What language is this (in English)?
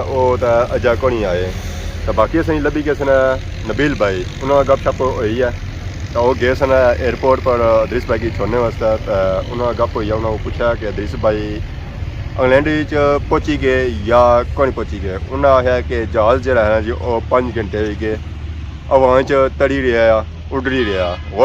Pahari-Potwari